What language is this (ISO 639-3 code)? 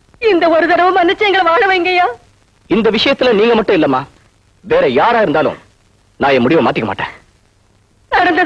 tam